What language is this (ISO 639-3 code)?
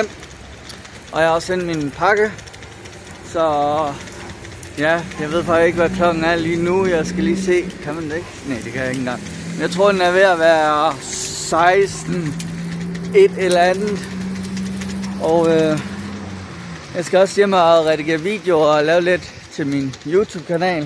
dan